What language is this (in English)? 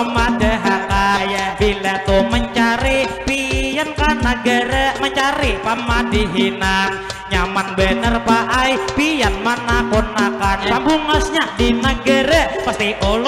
Banjar